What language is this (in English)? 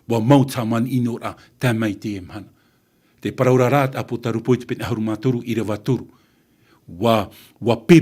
Tahitian